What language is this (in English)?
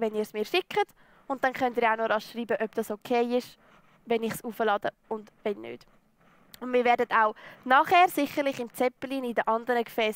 Swiss German